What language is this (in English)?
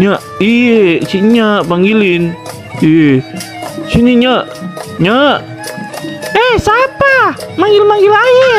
Betawi